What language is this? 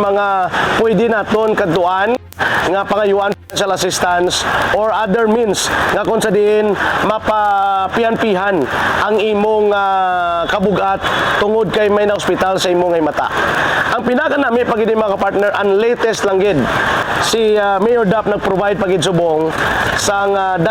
Hiligaynon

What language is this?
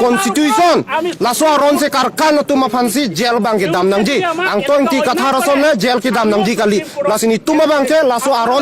Karbi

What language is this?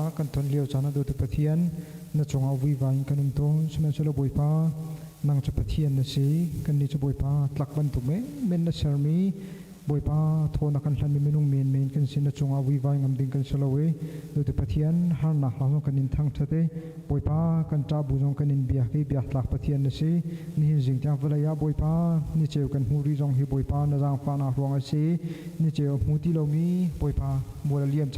Hakha Chin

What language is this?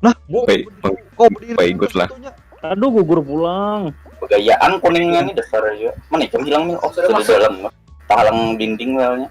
Banjar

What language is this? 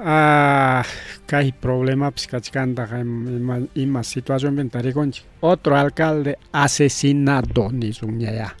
Ayacucho Quechua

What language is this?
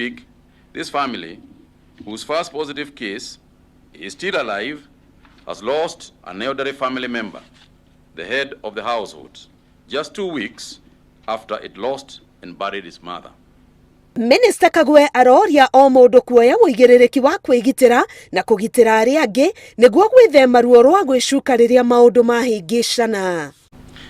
Kikuyu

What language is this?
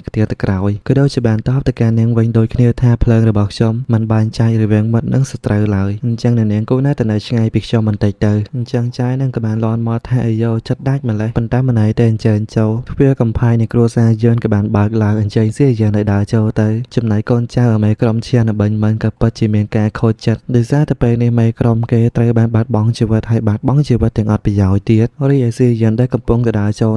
Khmer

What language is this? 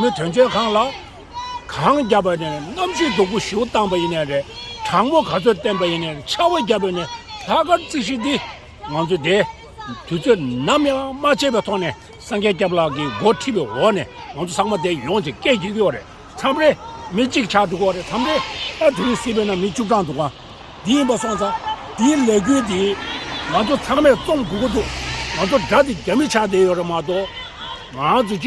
Tibetan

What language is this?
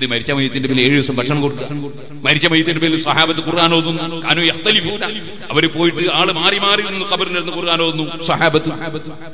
Malayalam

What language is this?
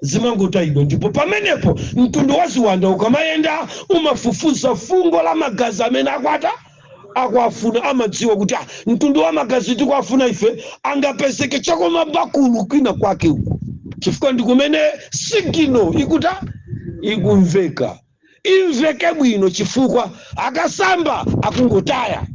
Nyanja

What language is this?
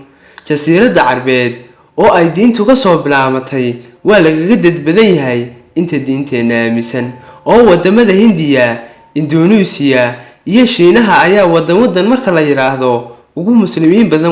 Somali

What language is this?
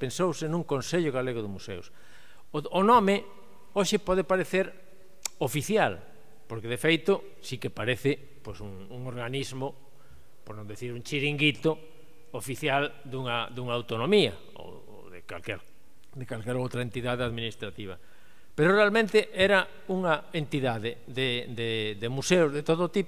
Galician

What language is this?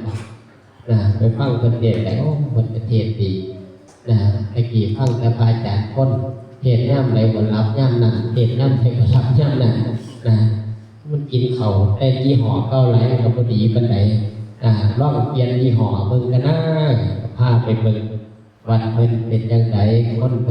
Lao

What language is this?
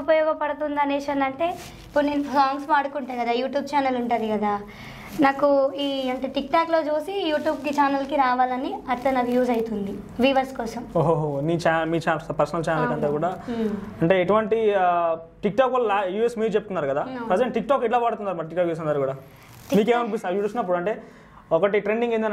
Telugu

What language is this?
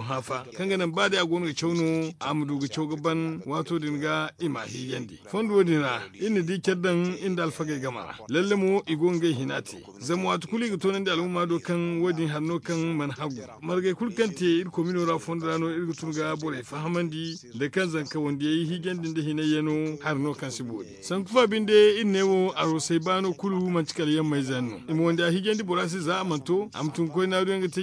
Zarma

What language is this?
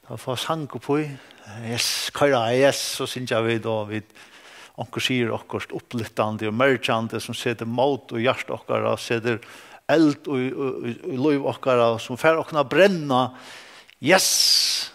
Faroese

